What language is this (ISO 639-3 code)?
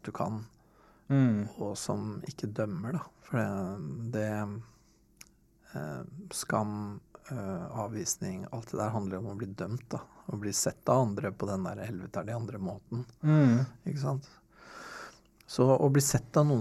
nor